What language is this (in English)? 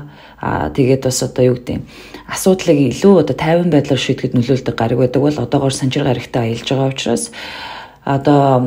Mongolian